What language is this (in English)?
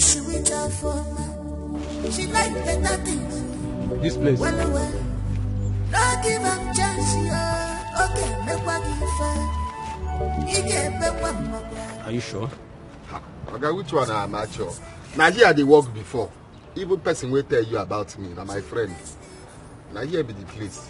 Nigerian Pidgin